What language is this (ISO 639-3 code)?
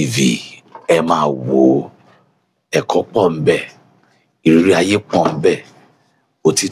yor